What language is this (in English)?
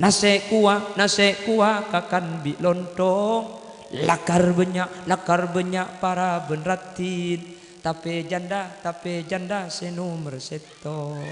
Madurese